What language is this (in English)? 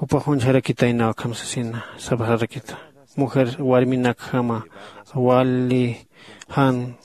Aymara